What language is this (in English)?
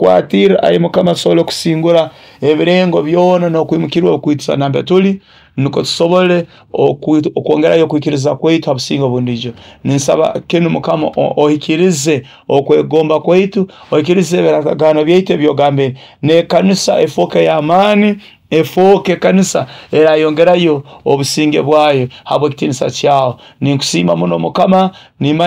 Nyoro